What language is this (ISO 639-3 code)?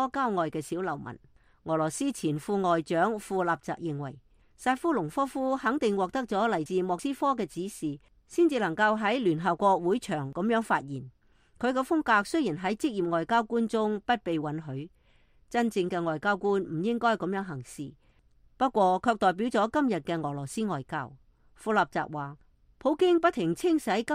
yue